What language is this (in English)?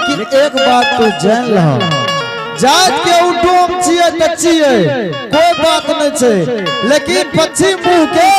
Angika